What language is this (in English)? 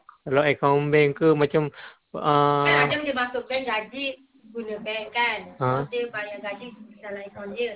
Malay